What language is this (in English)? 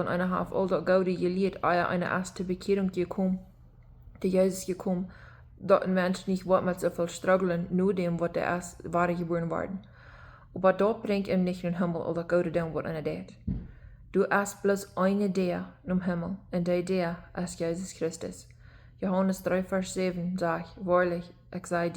Plautdietsch